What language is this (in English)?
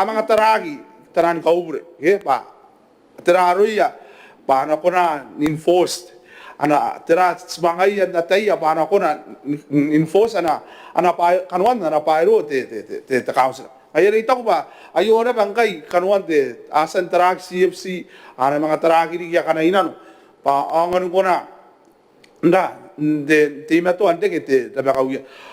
Gilbertese